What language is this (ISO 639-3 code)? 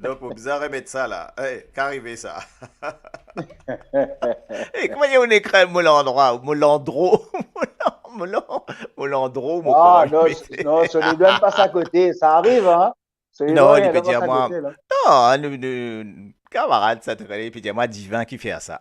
mfe